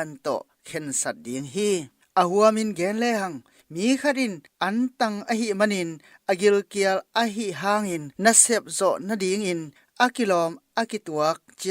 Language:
Tedim Chin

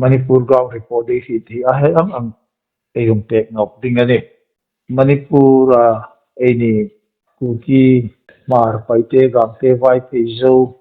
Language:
Hmar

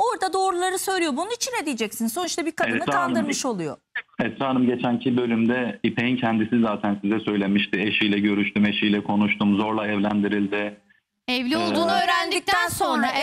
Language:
Turkish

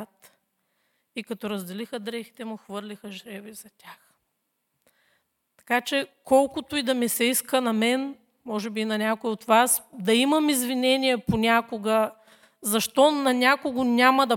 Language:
Bulgarian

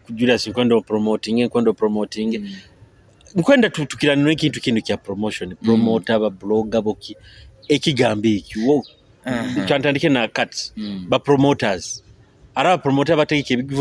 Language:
Nyoro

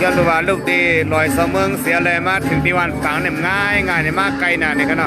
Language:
Shan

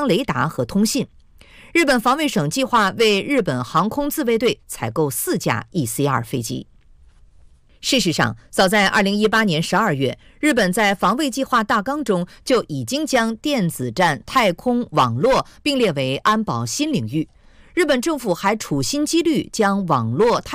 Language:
Chinese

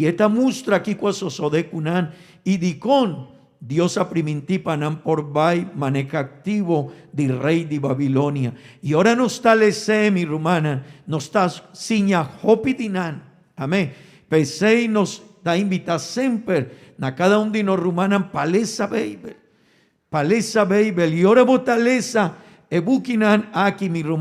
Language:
Papiamento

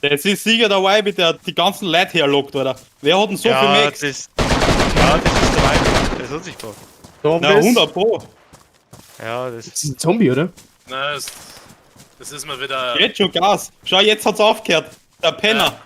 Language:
Bavarian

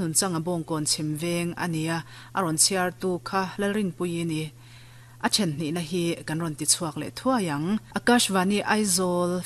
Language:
Mizo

